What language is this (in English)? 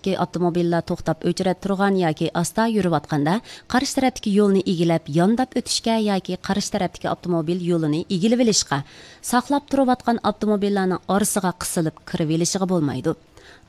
Uyghur